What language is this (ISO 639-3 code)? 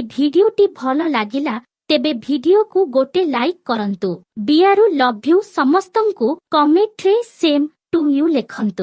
ori